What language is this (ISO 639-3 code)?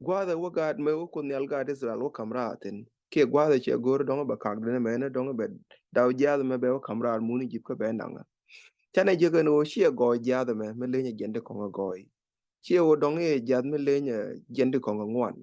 nus